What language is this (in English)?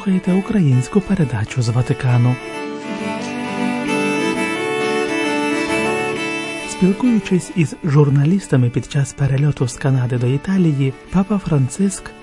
Ukrainian